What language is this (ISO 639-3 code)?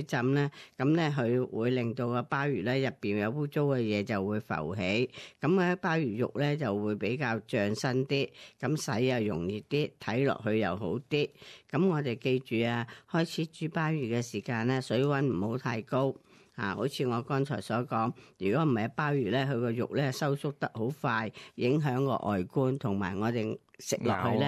yue